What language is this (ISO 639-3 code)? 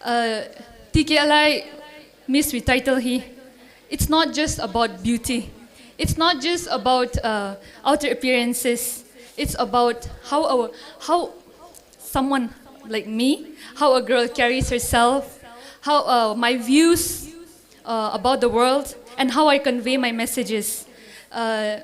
nmf